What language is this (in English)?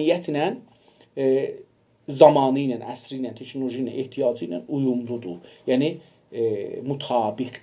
South Azerbaijani